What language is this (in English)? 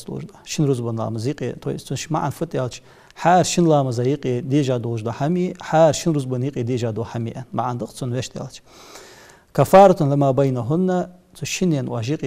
Ingush